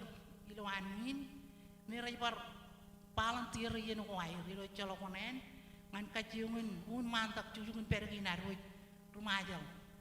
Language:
Marshallese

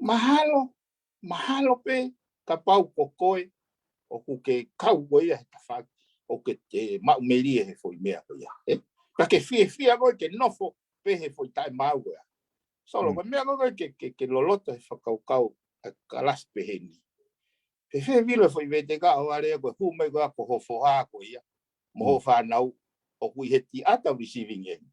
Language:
Tongan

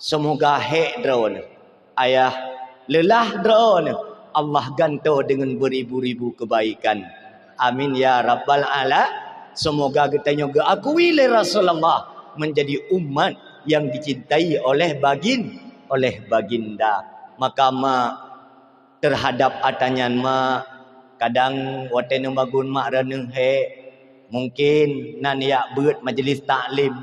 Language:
Achinese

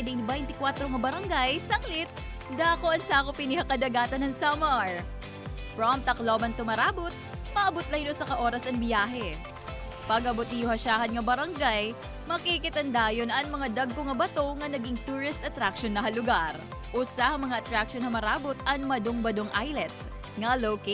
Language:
Waray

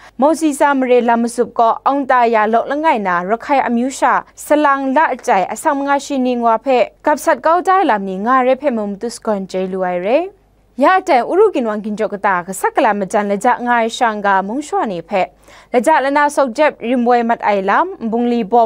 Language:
Kachin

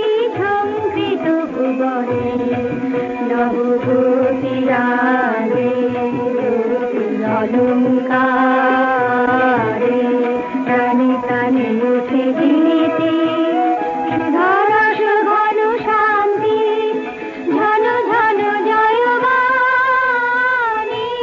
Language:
Bangla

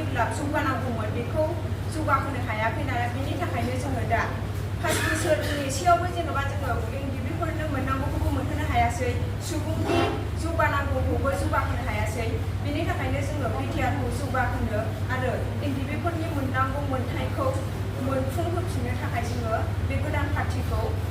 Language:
Bodo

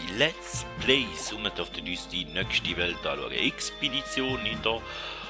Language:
Swiss German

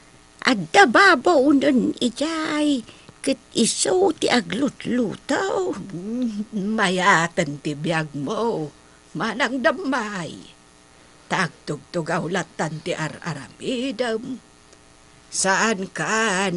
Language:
Iloko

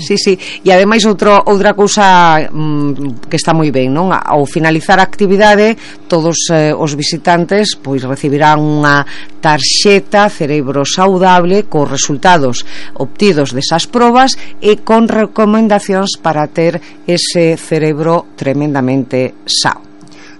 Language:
Galician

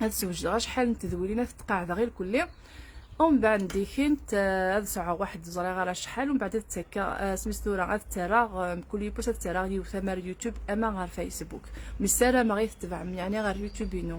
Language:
Kabyle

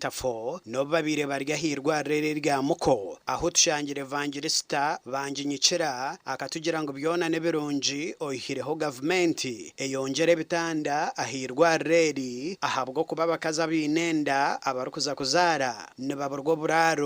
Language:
Nyankole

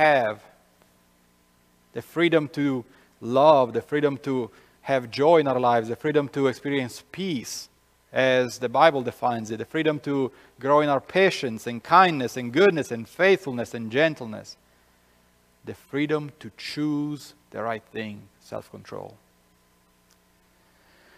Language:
English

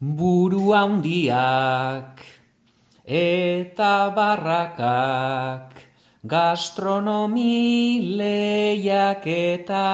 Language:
Basque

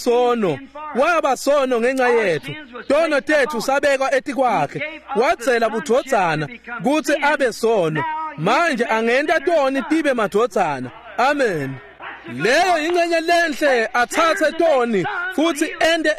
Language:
Swati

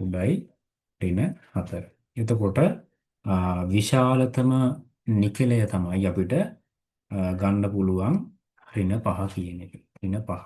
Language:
Sinhala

